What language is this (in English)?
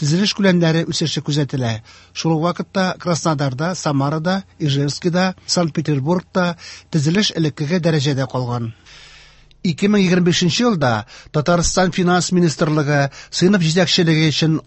Tatar